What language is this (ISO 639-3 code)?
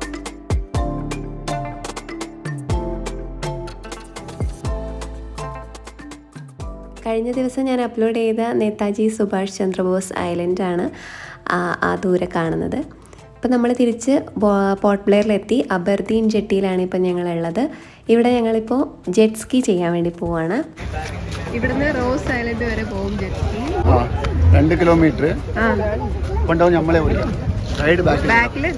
mal